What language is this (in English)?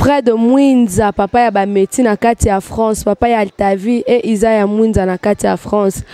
Lingala